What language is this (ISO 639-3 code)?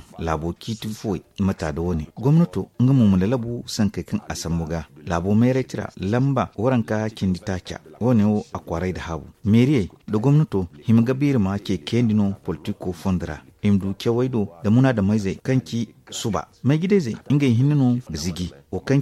dje